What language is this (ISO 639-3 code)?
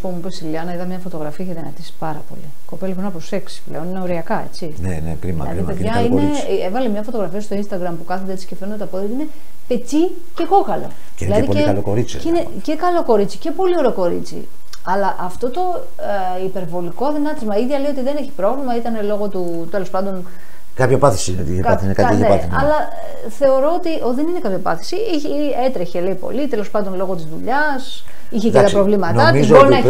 ell